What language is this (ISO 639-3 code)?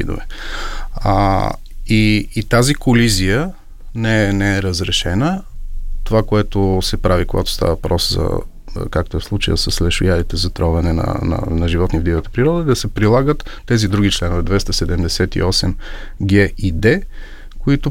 bul